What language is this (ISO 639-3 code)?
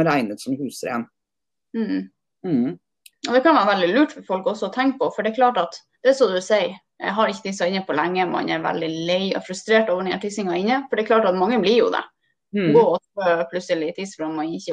nor